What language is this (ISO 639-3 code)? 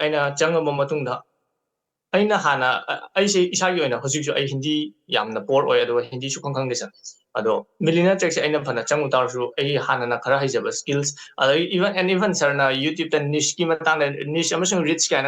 mni